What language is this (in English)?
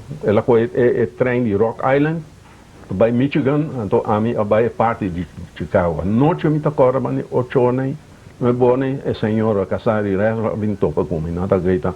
Papiamento